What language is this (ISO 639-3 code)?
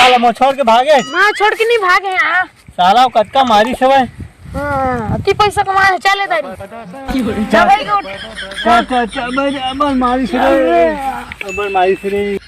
hne